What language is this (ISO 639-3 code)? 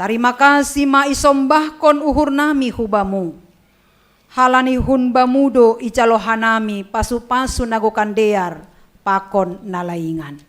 bts